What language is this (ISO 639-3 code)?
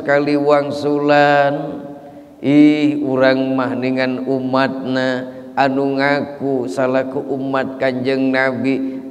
sun